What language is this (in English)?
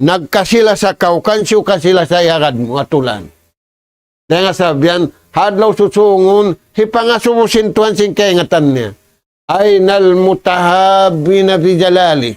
Tausug